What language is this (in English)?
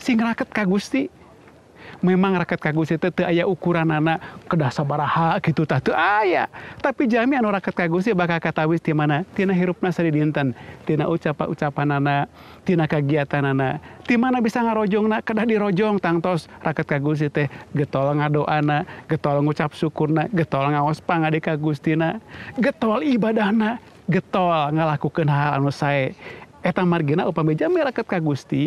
Sundanese